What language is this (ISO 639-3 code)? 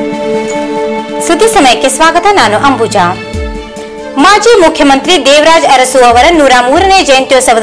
kan